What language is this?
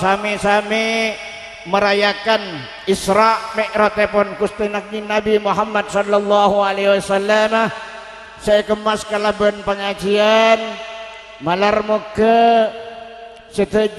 Madurese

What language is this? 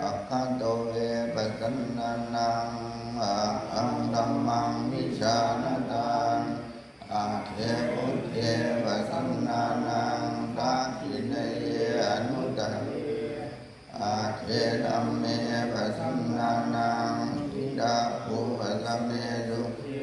Pali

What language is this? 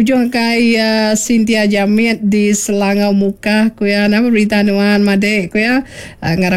Iban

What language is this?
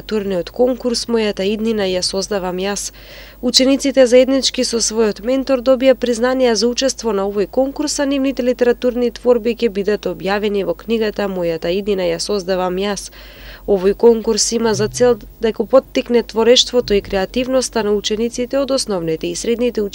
Macedonian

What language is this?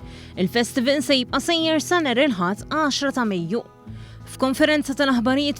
Maltese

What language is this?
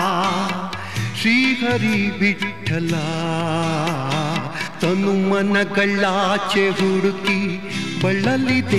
Kannada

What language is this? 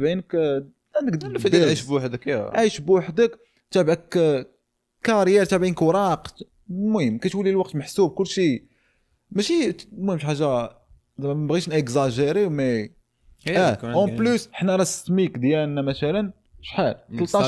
Moroccan Arabic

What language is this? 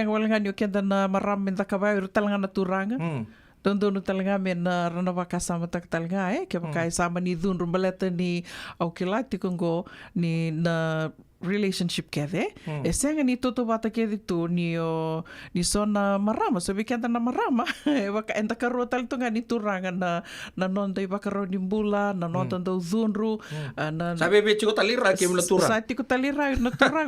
Fijian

